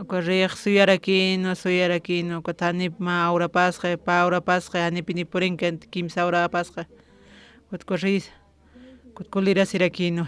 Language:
Aymara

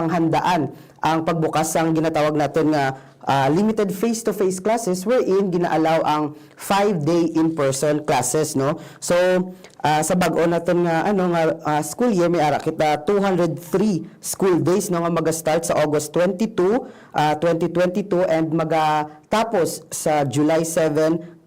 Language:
Hiligaynon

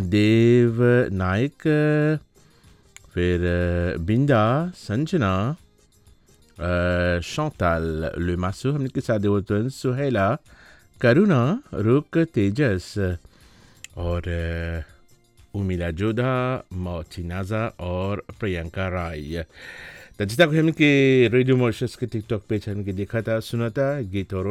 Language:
Bhojpuri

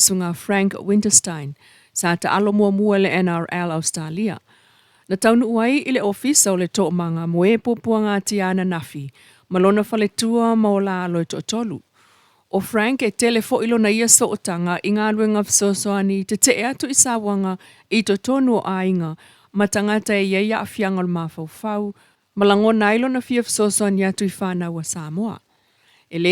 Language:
Samoan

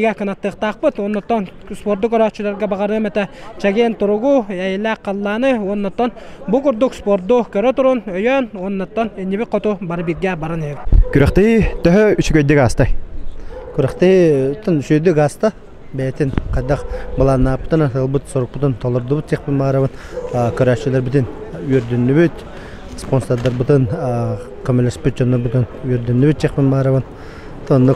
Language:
Yakut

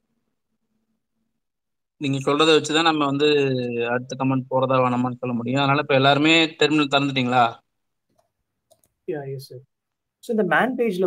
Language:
Tamil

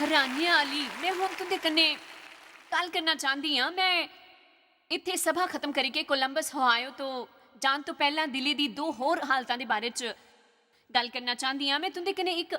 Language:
Dogri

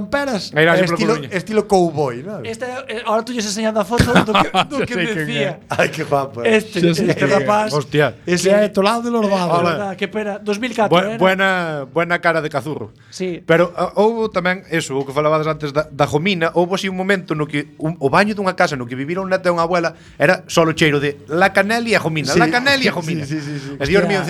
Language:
Galician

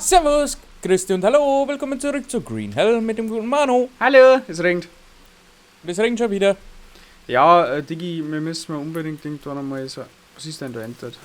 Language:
Bavarian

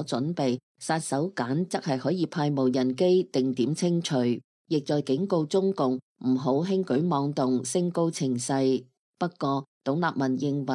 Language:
Cantonese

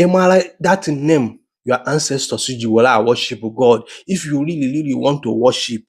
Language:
Igbo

